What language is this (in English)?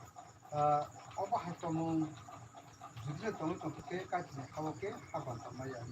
Kok Borok